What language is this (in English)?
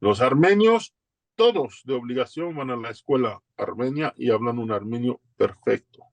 Ladino